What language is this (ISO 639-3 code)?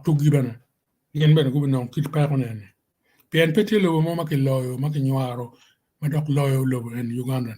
ach